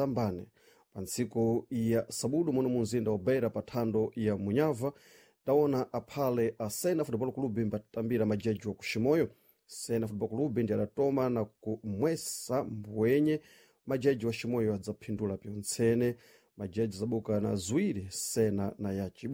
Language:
Sena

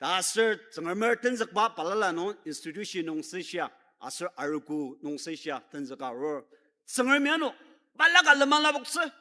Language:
Ao Naga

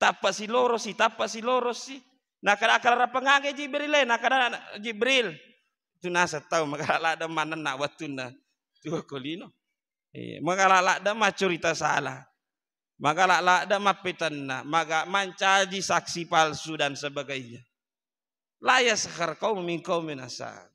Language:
Buginese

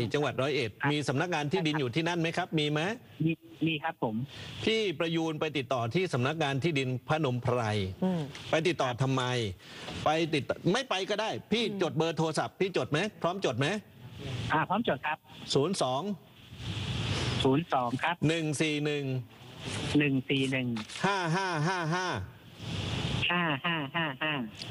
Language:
Thai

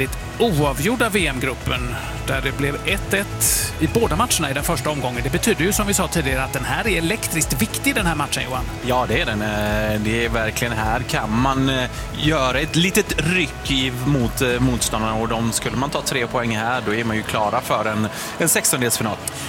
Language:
Swedish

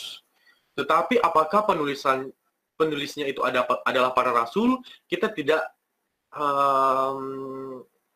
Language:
Indonesian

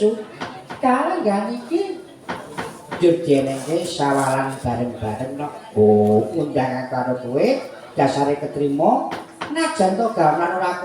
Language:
Javanese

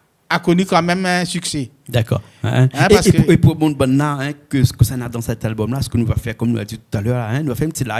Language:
Réunion Creole French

